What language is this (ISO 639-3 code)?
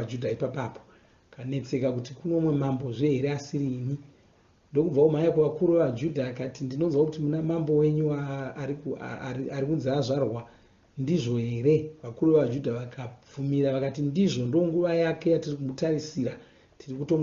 sna